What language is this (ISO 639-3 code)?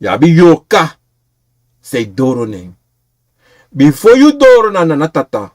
srn